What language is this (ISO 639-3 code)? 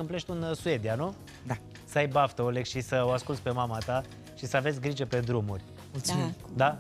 ron